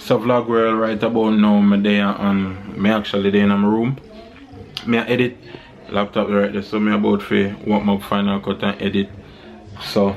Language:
Jamaican Creole English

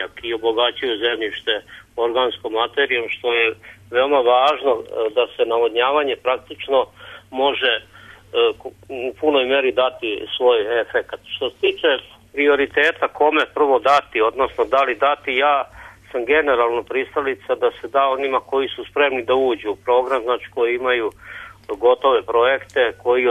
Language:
Serbian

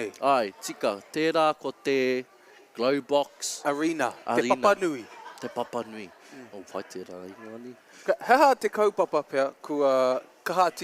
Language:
Māori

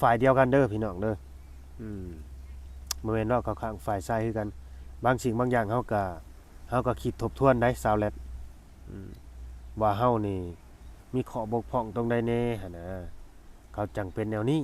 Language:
Lao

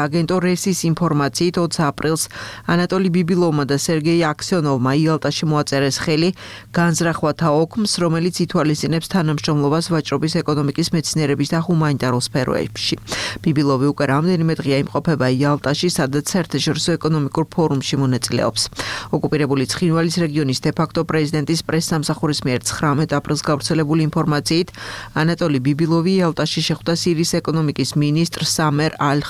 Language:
Georgian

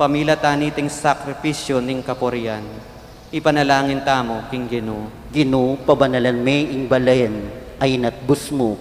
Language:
Pampanga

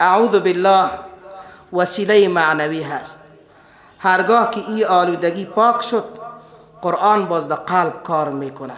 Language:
Persian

